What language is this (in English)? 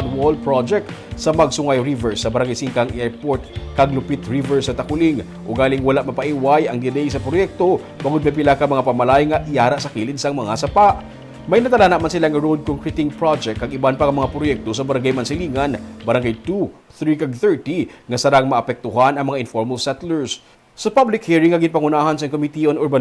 Hiligaynon